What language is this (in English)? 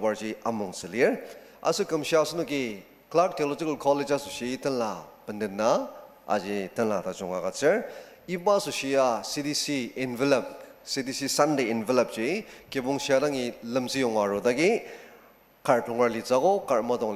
Ao Naga